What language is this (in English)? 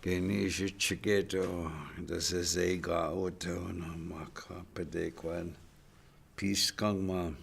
Chippewa